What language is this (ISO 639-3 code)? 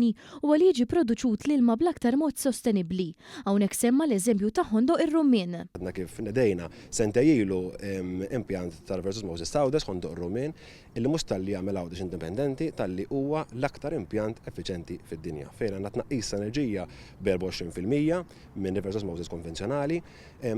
mlt